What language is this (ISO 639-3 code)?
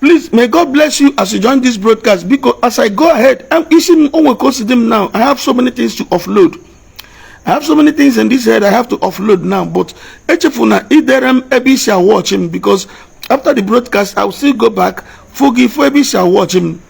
ibo